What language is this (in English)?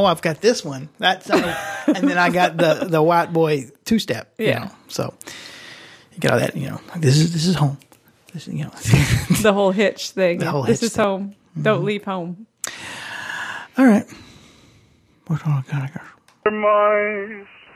English